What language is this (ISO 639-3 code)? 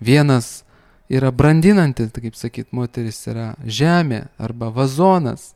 lit